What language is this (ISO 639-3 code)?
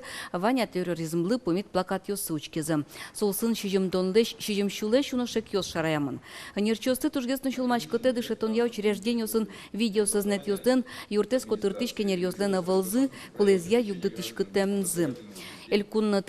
udm